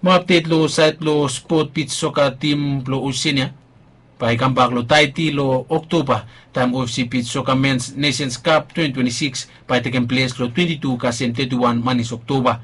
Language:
Bislama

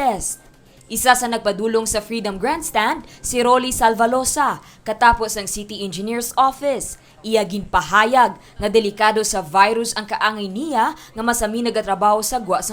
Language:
Hiligaynon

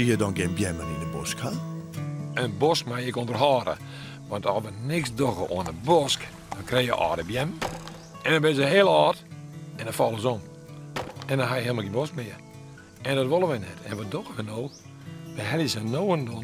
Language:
Western Frisian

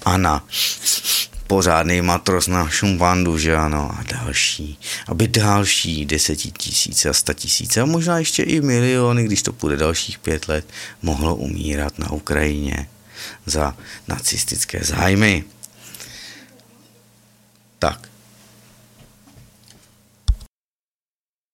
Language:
Czech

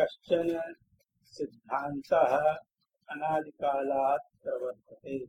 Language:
Sanskrit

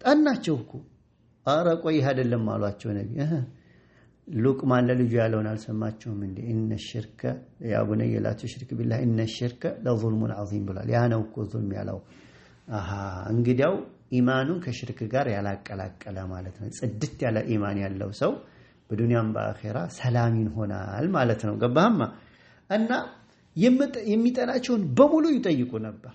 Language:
Amharic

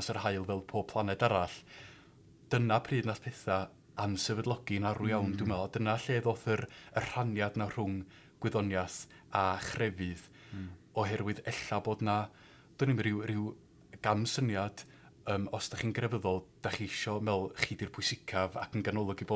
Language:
Welsh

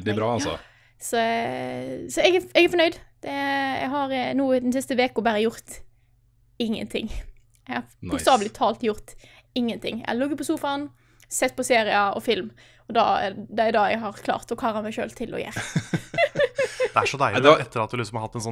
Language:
Norwegian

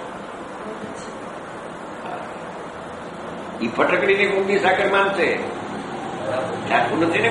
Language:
Gujarati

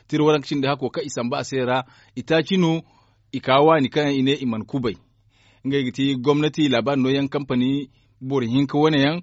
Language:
Zarma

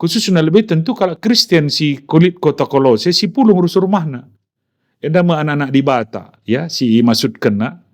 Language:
Batak Karo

